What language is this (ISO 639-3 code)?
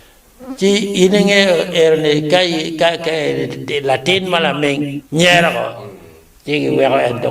ach